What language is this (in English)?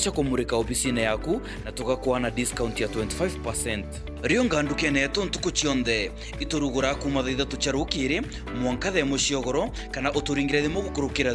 Meru